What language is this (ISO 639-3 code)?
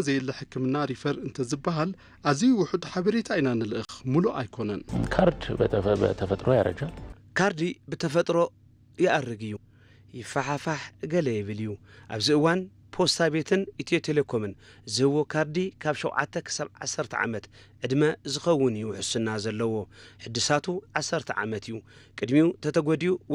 tir